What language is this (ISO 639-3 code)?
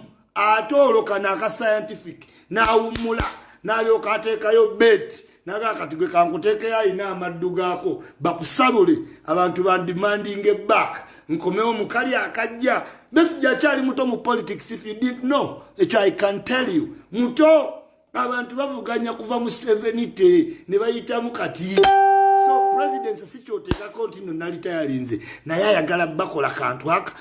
lug